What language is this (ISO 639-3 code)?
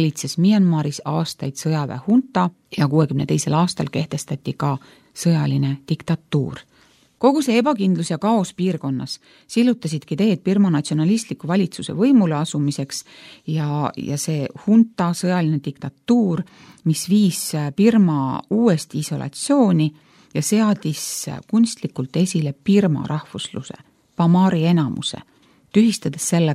est